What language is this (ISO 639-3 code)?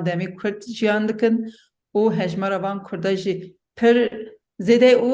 kur